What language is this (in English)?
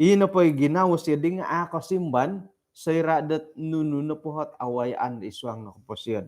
Central Dusun